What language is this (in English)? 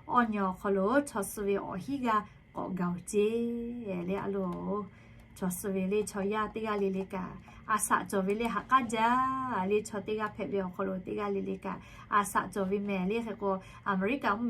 Lahu